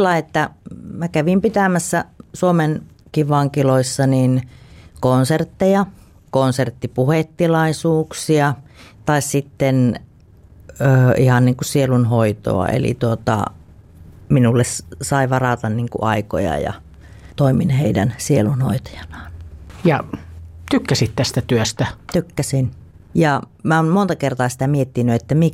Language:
Finnish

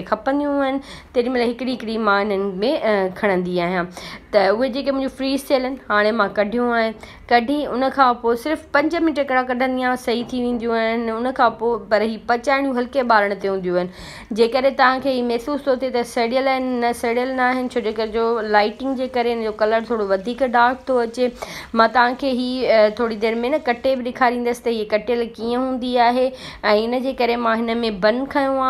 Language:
Sindhi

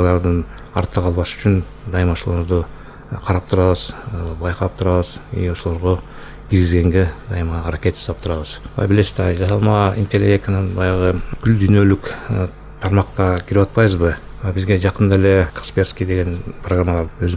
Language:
Kyrgyz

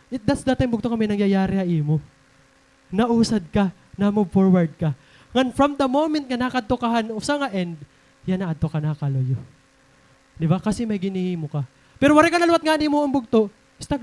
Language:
Waray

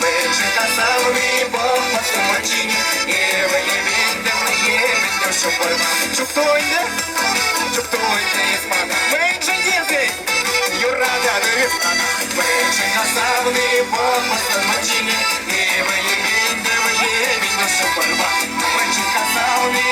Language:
Chuvash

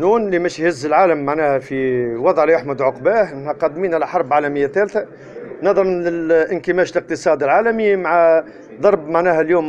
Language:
Tunisian Arabic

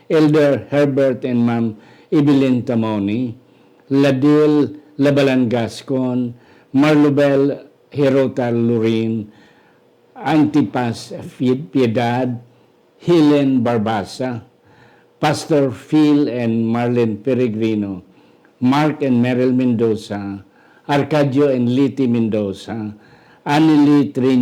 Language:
Hiligaynon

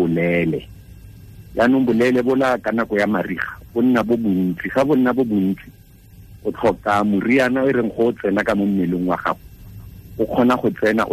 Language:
Tswana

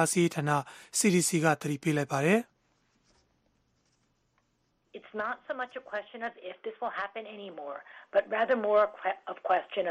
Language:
Burmese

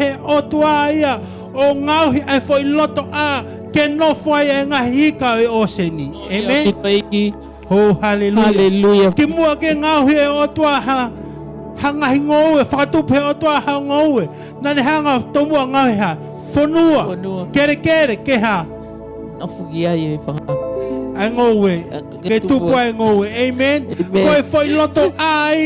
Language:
Tongan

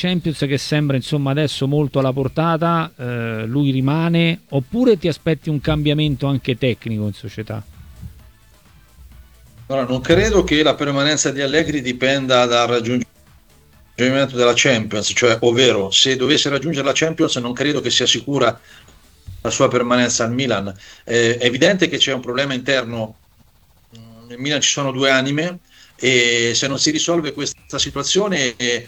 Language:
Italian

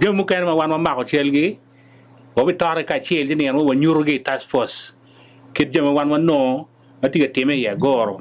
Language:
Acoli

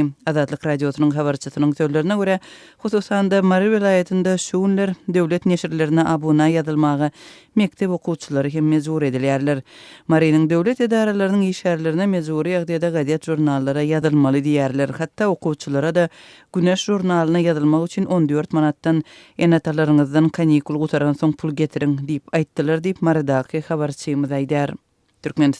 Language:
Turkmen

